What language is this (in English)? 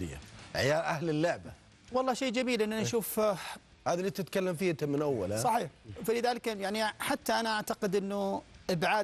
Arabic